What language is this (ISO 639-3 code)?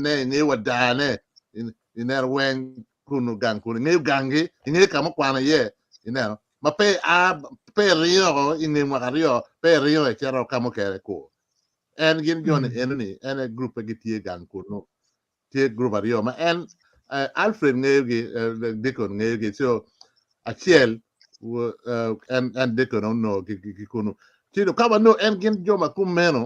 ach